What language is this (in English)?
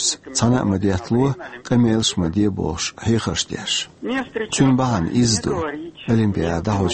Chechen